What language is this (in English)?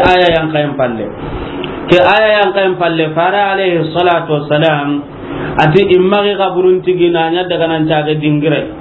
Soninke